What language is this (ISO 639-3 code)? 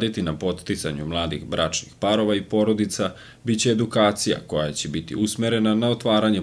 srp